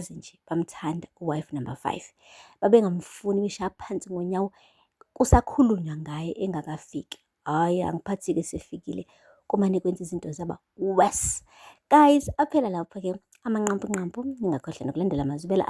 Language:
Zulu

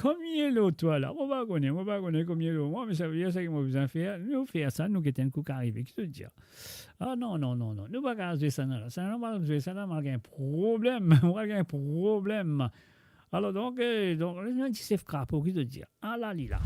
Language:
Morisyen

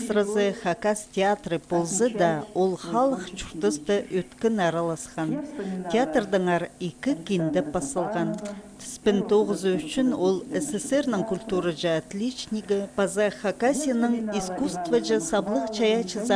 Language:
Khakas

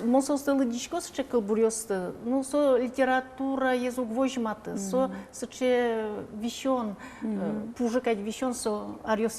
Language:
Udmurt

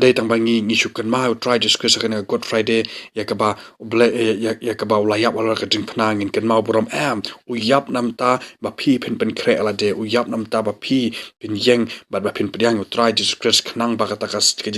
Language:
Khasi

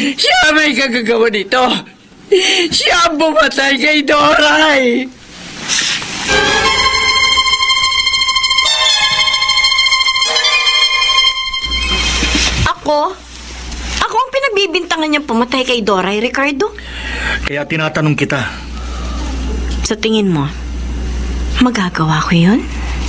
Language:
Filipino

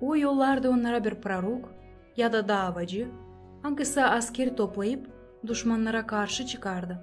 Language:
Gagauz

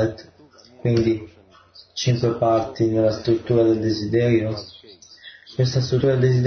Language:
Italian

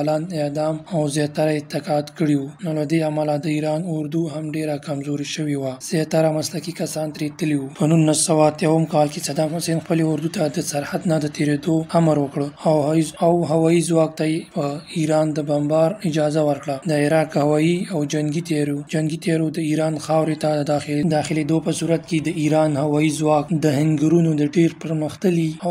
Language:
Pashto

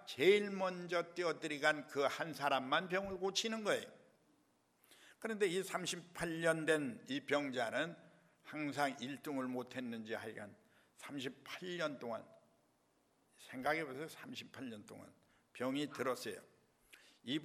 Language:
Korean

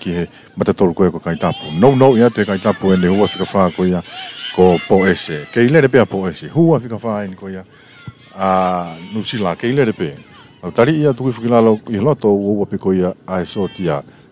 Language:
Tongan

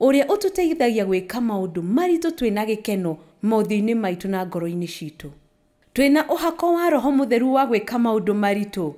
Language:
Kikuyu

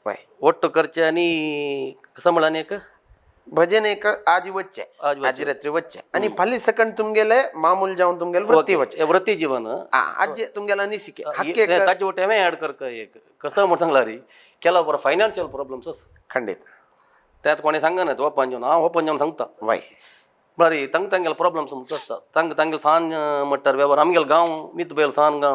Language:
Konkani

